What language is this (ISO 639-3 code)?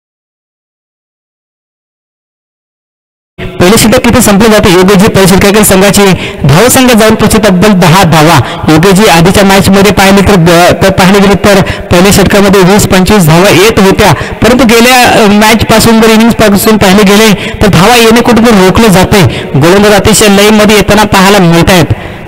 mar